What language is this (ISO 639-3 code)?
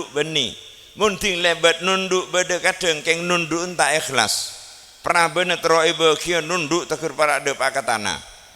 mad